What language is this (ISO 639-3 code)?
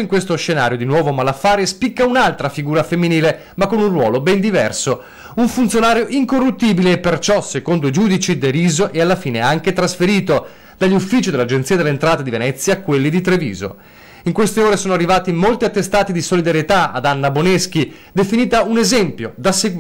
ita